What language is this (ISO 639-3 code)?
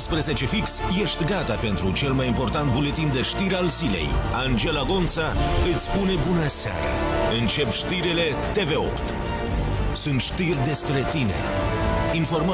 ron